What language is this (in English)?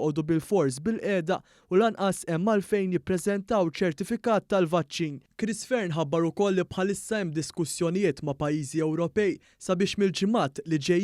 Maltese